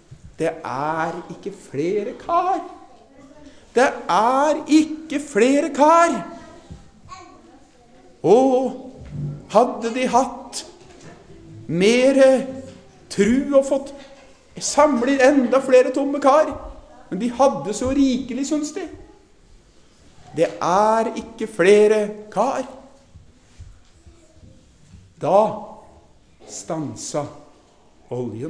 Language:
Norwegian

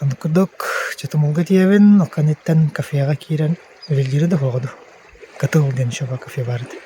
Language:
Yakut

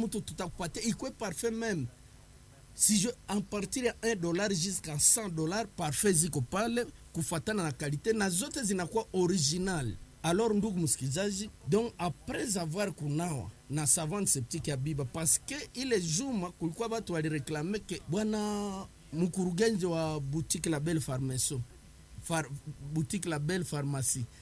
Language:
Swahili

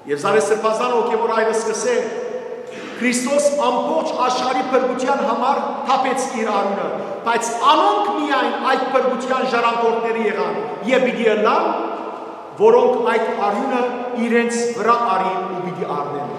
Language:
Western Armenian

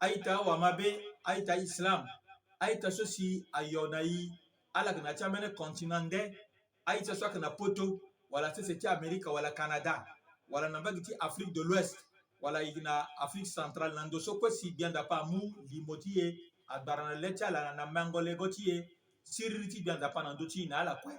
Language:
Sango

